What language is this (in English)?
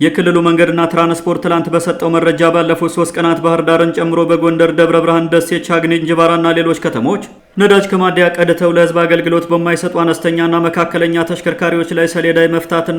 Amharic